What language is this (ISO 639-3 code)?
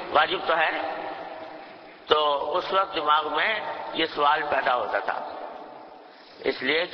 urd